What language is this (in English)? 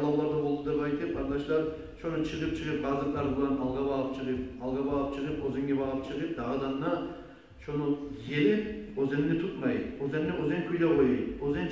Kumyk